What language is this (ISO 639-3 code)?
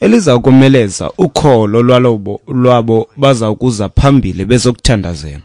xho